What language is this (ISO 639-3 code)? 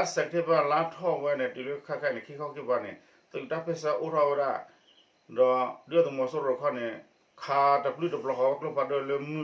ksw